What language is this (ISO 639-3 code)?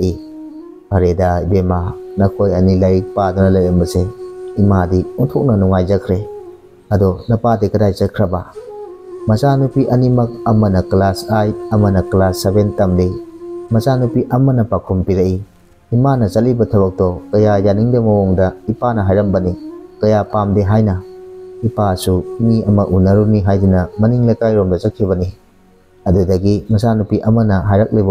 mni